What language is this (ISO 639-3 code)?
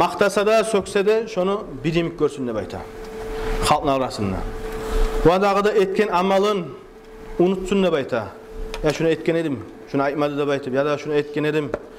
kum